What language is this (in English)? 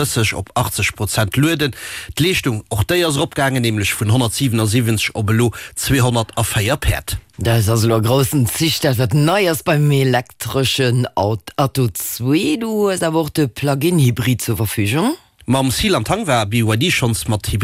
Luxembourgish